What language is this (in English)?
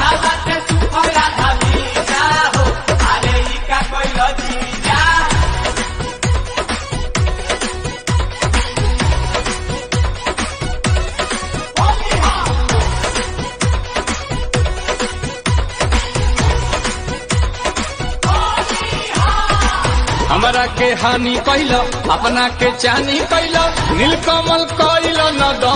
Bhojpuri